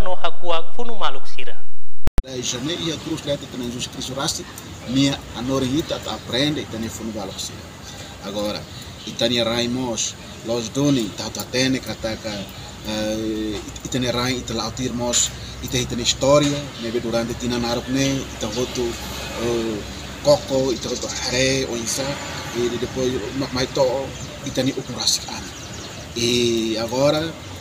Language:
Tetum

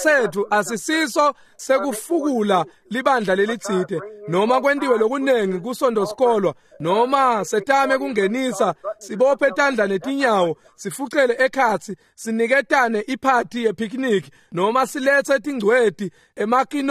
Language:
Swati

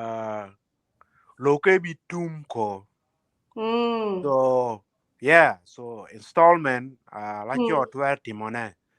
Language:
Acoli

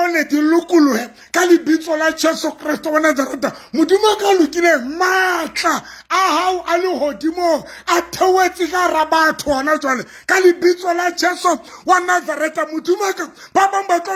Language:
Southern Sotho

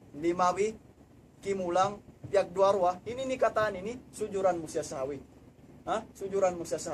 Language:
Tausug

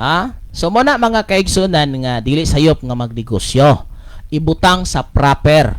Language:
Cebuano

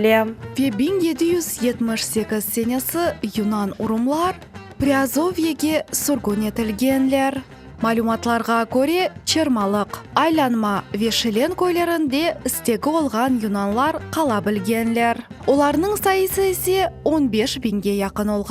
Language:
Crimean Tatar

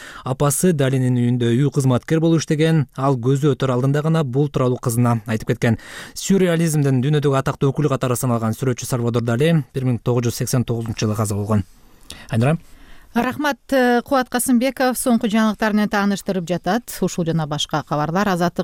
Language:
Kyrgyz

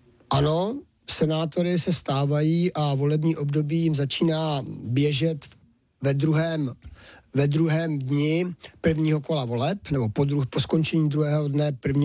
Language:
Czech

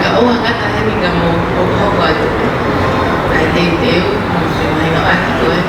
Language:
Tongan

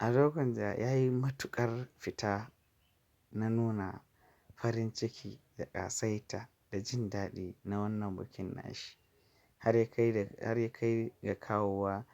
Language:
Hausa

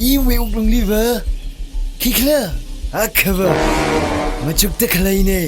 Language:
Tangkhul Naga (India)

